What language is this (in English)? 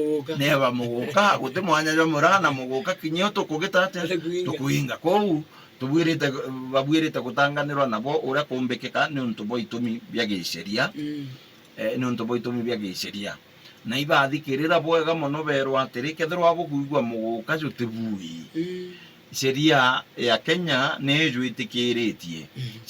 Meru